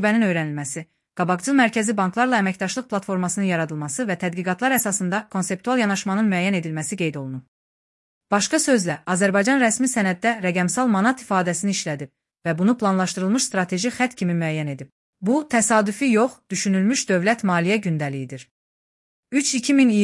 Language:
Azerbaijani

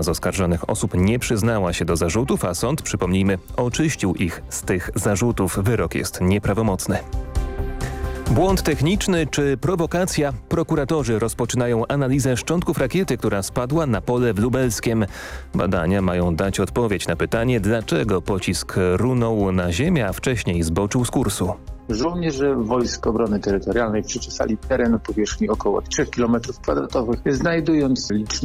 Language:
Polish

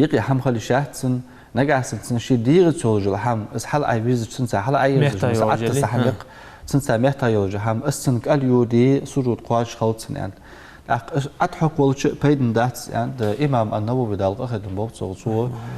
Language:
Ingush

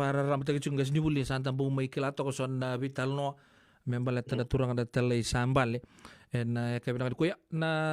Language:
Fijian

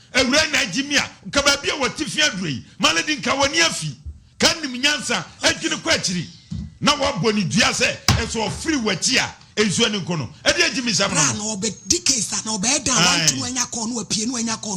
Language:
Akan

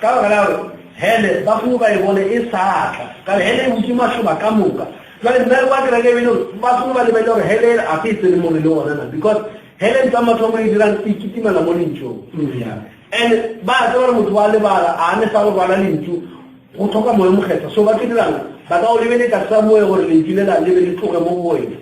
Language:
Northern Sotho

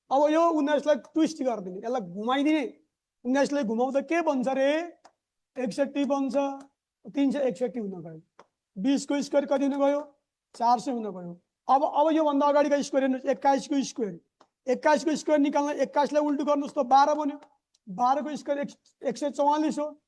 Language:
Nepali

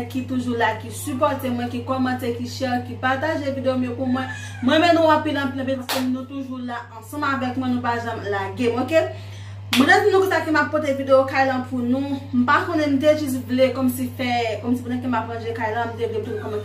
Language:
Haitian Creole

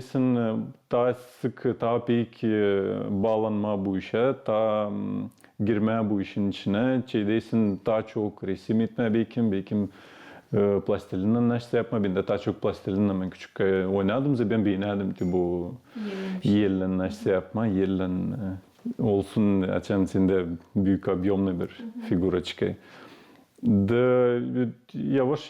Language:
Gagauz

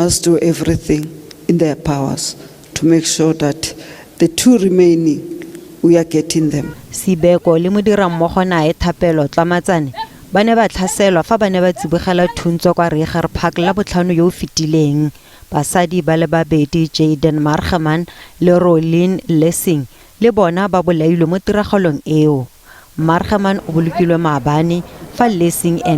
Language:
Tswana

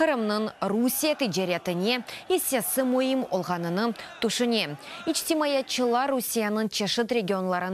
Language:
Crimean Tatar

